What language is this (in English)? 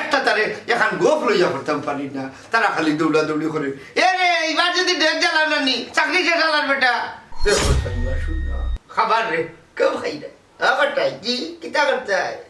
Sylheti